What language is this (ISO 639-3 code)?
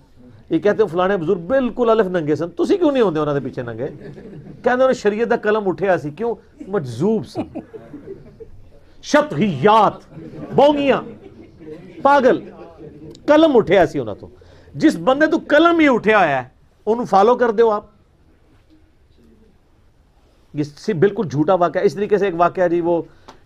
urd